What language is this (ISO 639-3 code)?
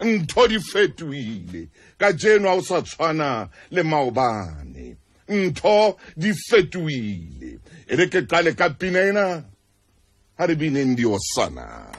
sot